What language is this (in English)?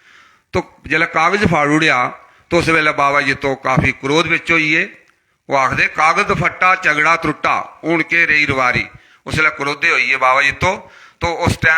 Dogri